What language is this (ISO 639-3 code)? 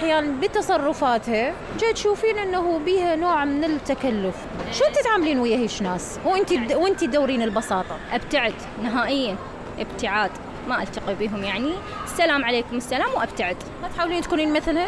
acm